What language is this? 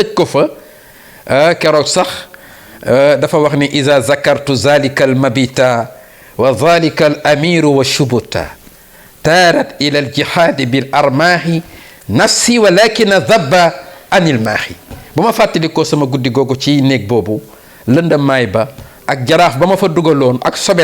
Wolof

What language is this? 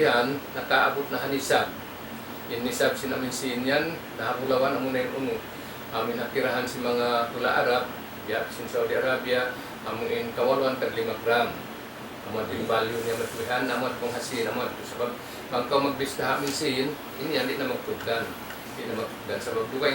Tausug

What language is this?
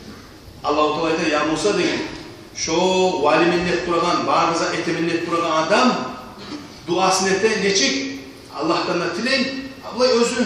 Kumyk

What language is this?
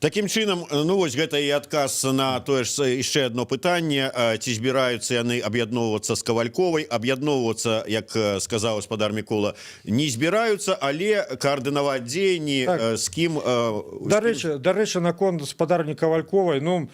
Belarusian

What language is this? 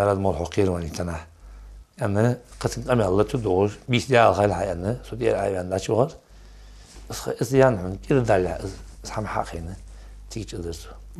Ingush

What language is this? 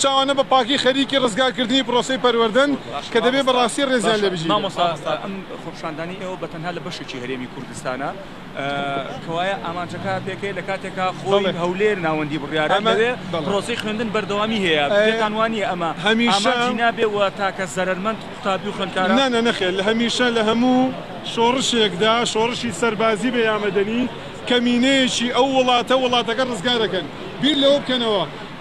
Central Kurdish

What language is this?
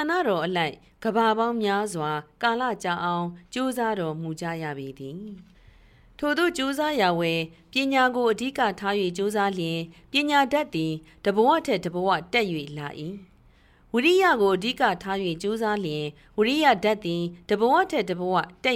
Burmese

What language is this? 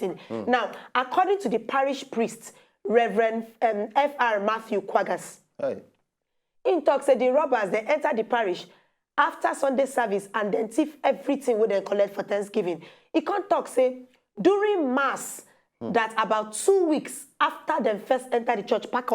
Nigerian Pidgin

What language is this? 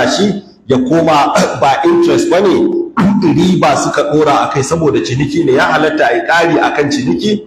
Hausa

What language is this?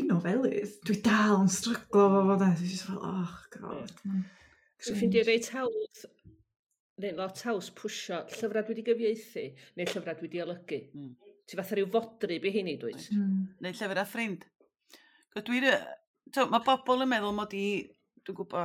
Welsh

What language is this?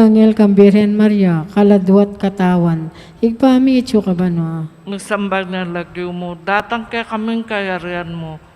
Pampanga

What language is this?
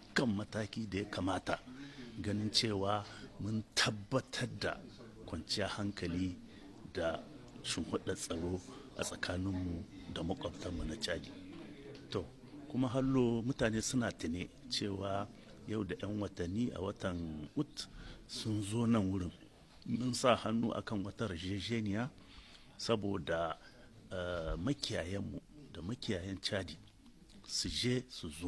Hausa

